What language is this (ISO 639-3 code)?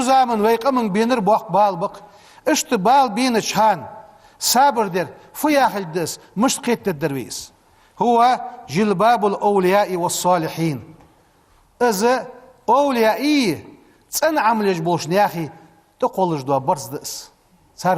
inh